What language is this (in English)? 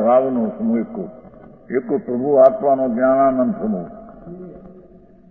Gujarati